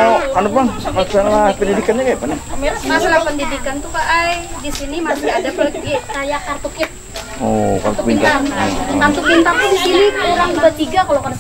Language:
Banjar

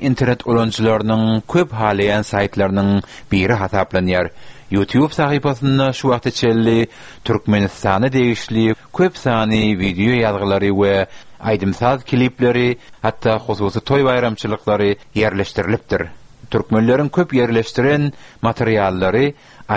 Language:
Turkmen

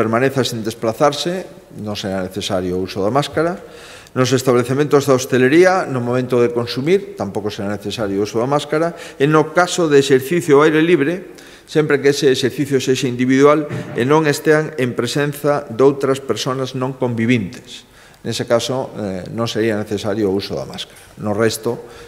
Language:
Galician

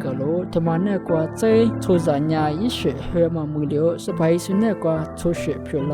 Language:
Lisu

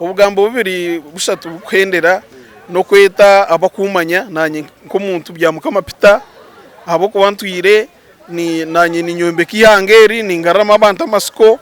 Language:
Nyankole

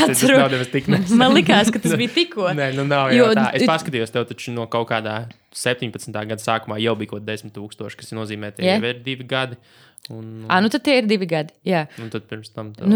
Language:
Latvian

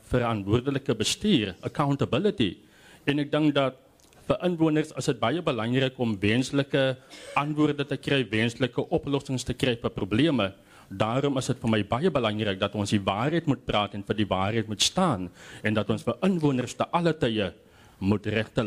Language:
Afrikaans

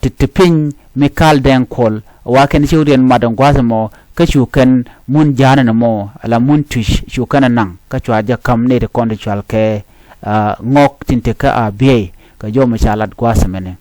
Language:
Nuer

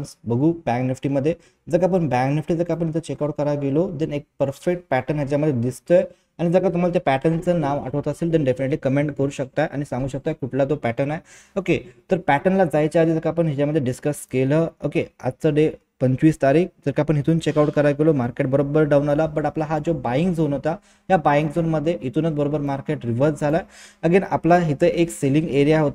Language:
Marathi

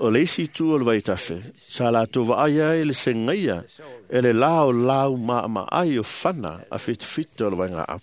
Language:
Samoan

